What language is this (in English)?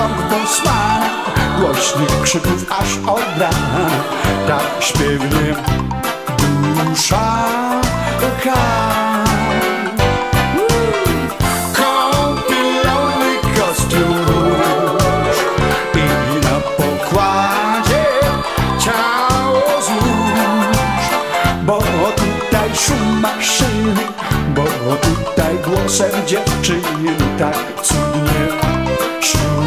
Polish